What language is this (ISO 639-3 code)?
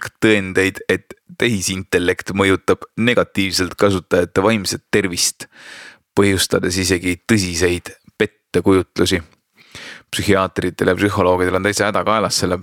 est